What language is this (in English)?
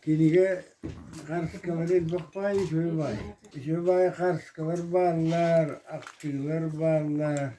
Yakut